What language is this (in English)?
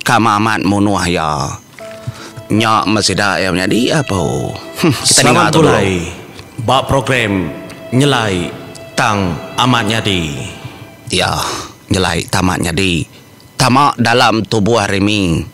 Iban